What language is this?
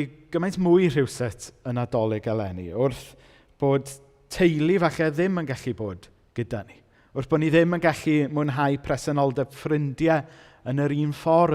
Welsh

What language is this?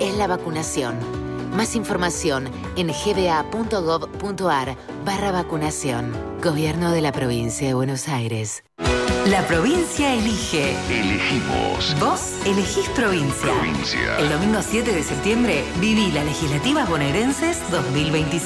Spanish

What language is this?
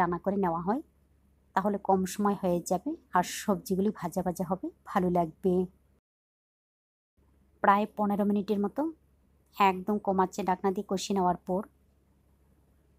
Bangla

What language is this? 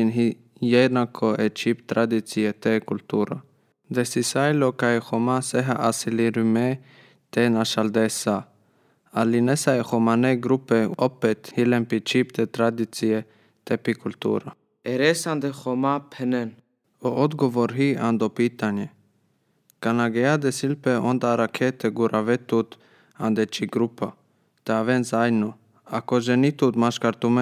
Serbian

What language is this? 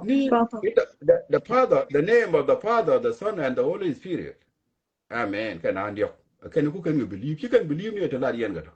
Nuer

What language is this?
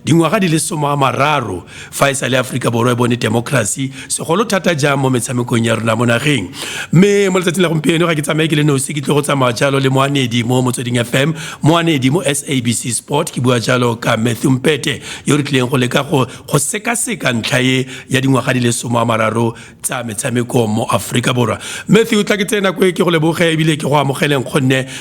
Tswana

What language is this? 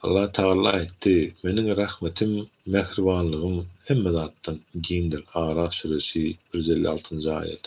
Turkmen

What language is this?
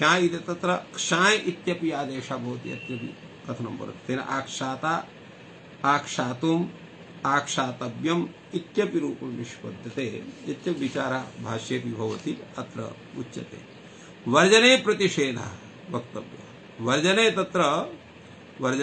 Sanskrit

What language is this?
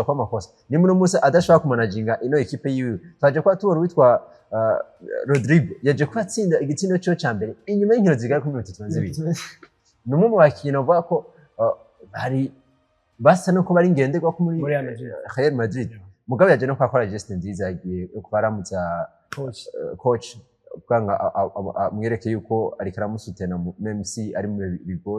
Rundi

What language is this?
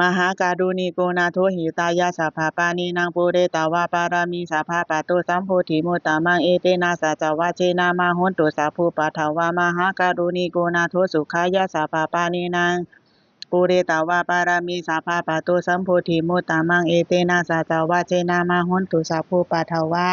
Pali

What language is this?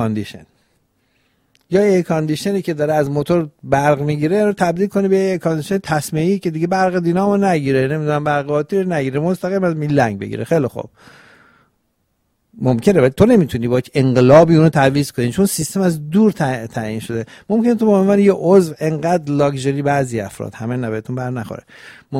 Persian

